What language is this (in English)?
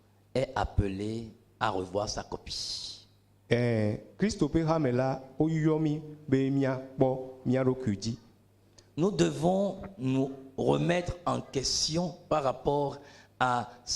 Ewe